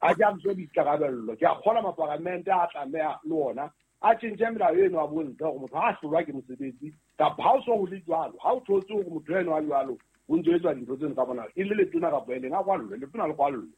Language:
Southern Sotho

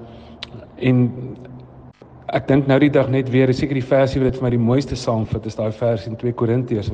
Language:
Afrikaans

